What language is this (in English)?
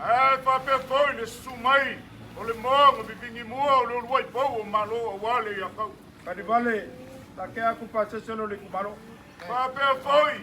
Samoan